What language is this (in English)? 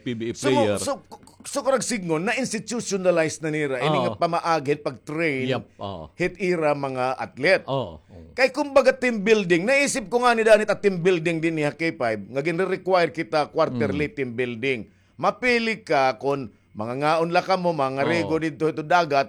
Waray